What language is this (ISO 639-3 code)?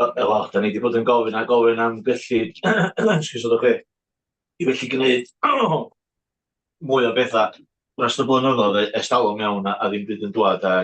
cym